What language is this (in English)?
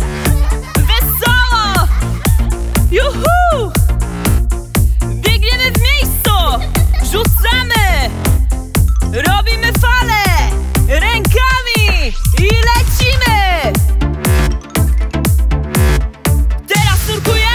Polish